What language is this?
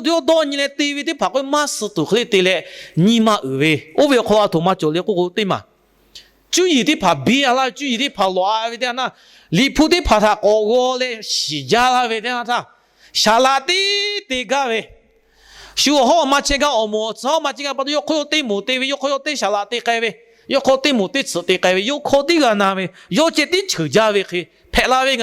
Lahu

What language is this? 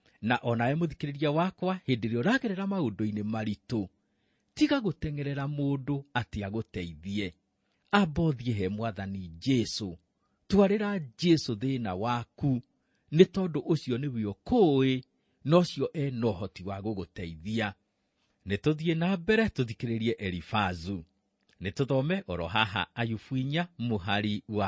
Kikuyu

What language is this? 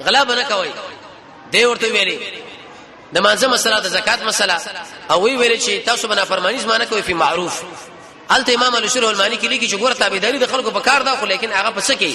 Pashto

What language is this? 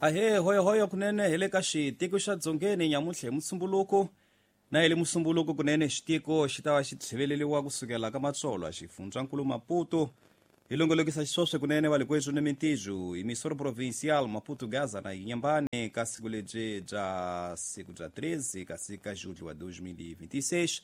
Tsonga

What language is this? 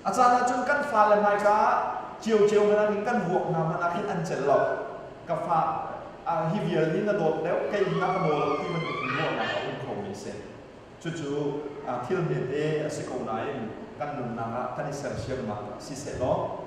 Hakha Chin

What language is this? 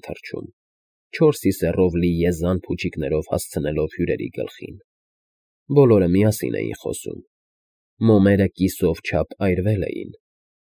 Armenian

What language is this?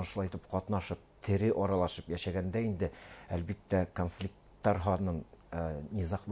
Bashkir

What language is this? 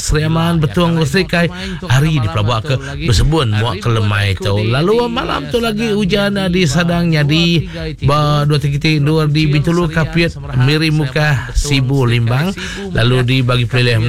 Iban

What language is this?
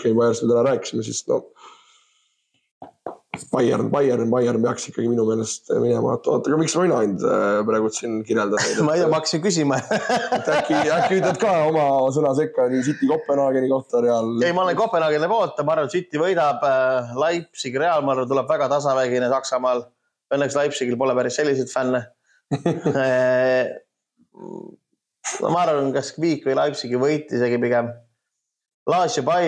Estonian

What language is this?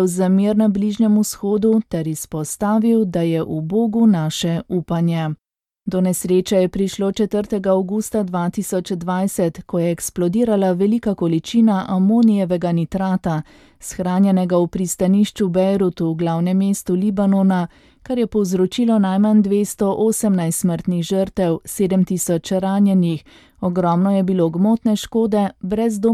Slovenian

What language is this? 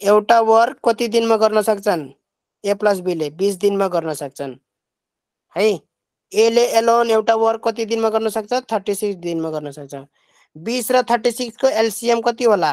Nepali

